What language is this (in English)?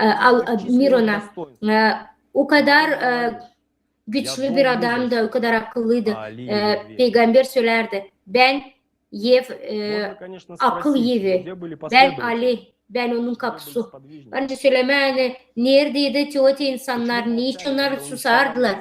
Gagauz